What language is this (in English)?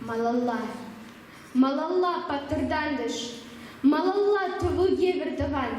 Chuvash